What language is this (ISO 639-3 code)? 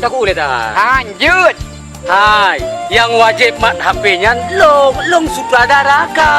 ace